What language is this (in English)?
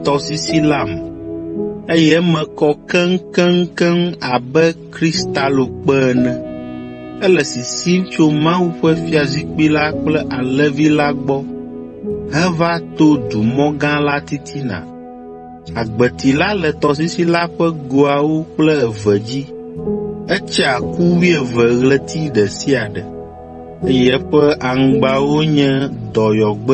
Ewe